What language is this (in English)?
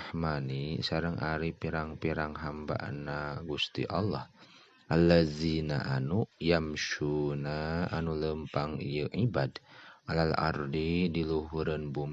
Sundanese